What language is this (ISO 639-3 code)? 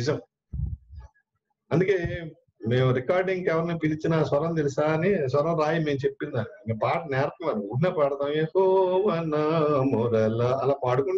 tel